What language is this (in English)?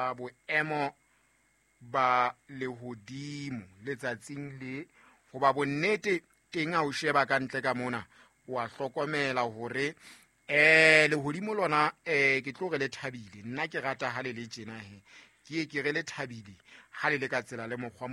Southern Sotho